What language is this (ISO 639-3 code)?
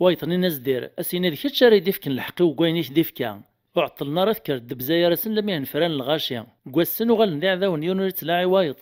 kab